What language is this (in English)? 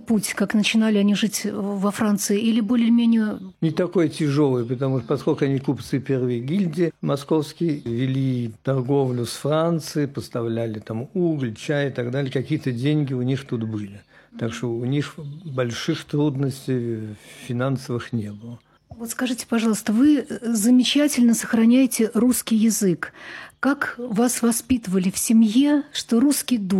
Russian